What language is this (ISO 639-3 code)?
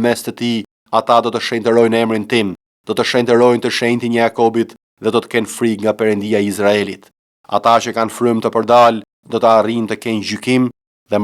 sqi